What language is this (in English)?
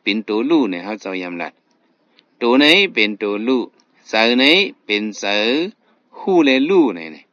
Shan